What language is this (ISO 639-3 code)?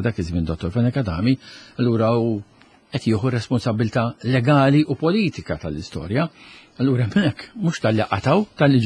mlt